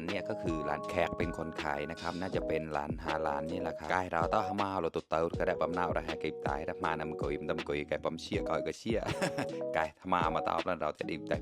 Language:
Mon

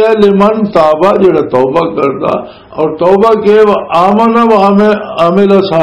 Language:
Western Panjabi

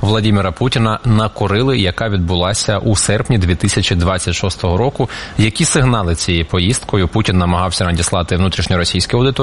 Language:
Ukrainian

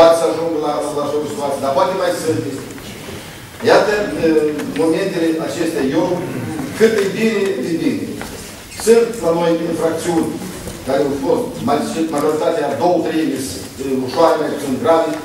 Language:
Romanian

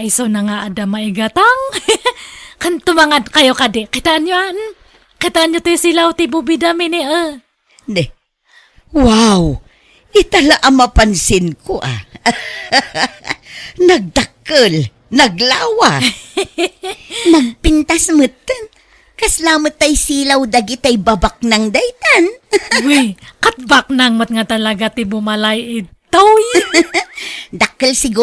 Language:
Iloko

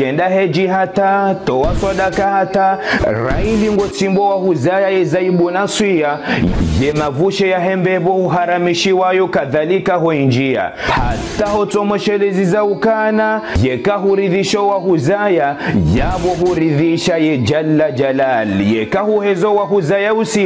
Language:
Ngazidja Comorian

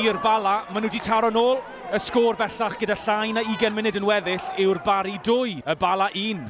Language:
Welsh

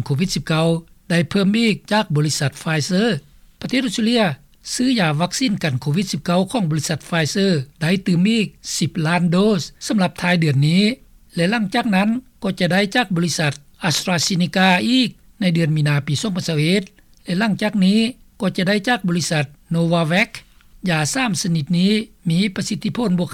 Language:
Lao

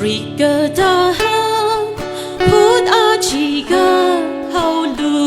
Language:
Tangkhul Naga (India)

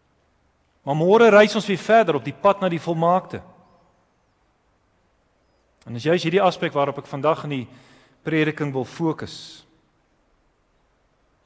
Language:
Afrikaans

